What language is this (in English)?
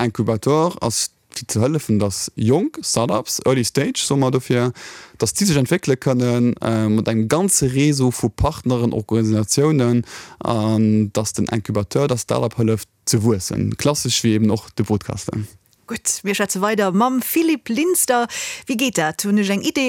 Luxembourgish